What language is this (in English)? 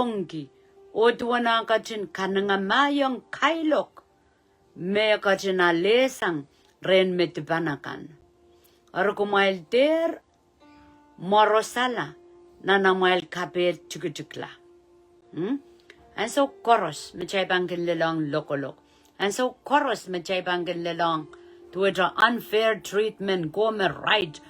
Pohnpeian